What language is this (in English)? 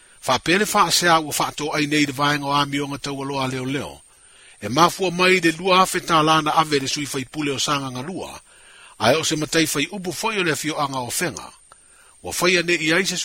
Samoan